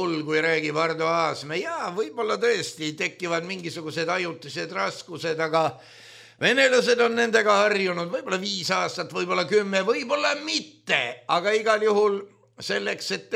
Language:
Estonian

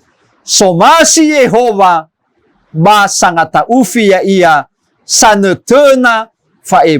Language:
Nias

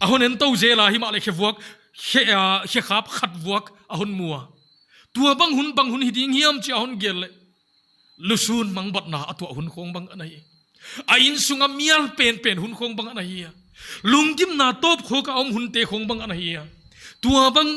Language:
Paite Chin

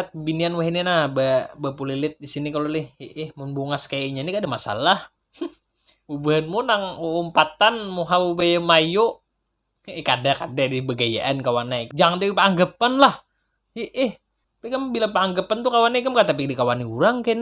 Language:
Banjar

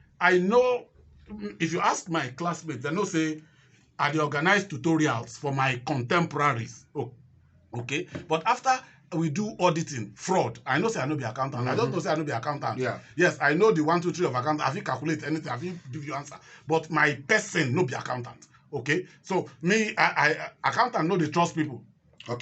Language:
Nigerian Pidgin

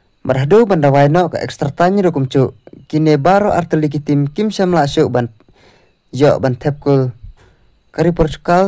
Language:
Khasi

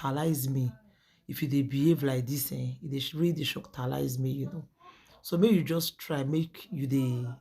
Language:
Nigerian Pidgin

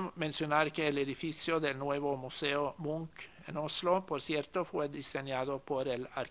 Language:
Spanish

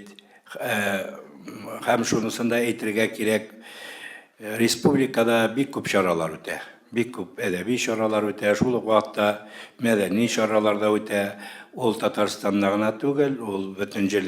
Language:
Tatar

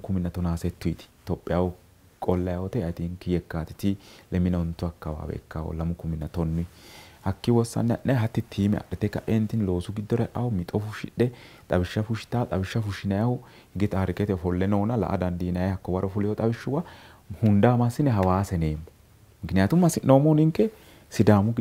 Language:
Sidamo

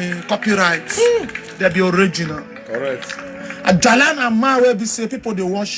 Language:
Nigerian Pidgin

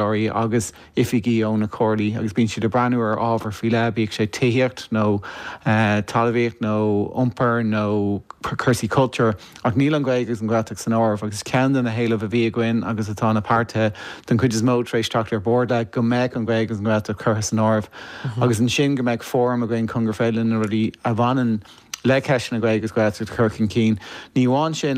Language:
Irish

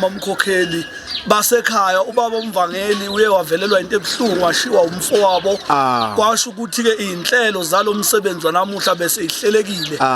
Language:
Zulu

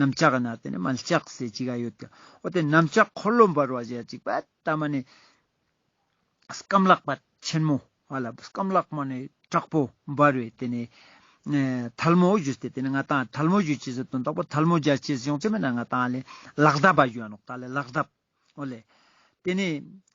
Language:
Ladakhi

